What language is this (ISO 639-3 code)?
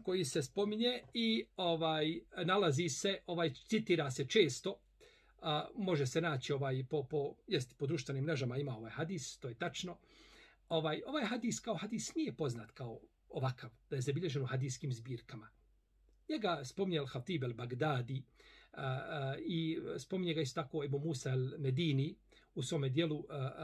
bos